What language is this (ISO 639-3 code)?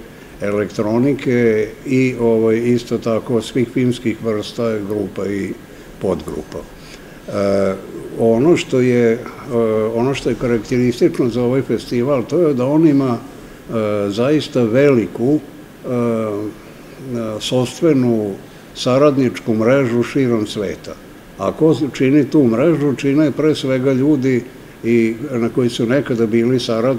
srp